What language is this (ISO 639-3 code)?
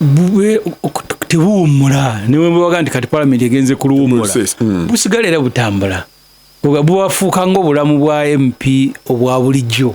lug